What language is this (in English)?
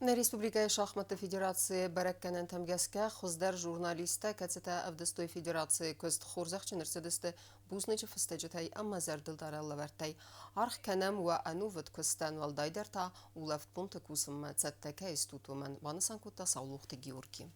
Ossetic